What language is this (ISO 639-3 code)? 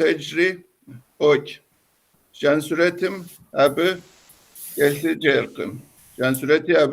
kbd